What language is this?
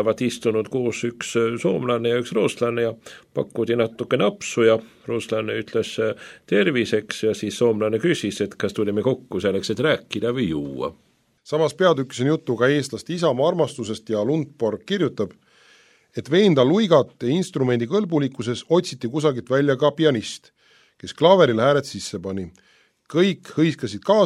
Estonian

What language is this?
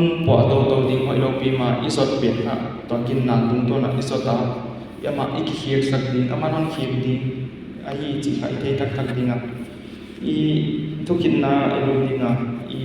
Tedim Chin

